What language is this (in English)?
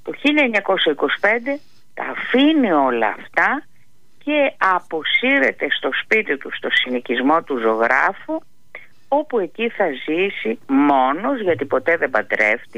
Greek